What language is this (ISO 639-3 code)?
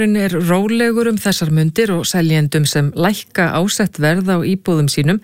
isl